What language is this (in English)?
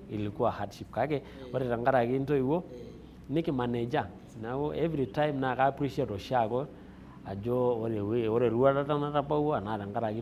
Masai